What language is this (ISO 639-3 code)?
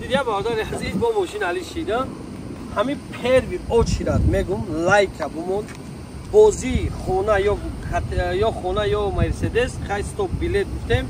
tgk